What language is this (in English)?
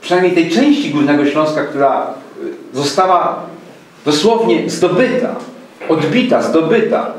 Silesian